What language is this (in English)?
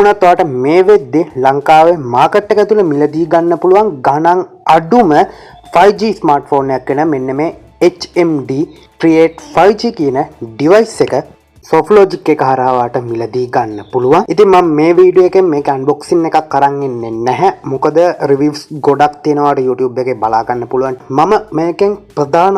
Sinhala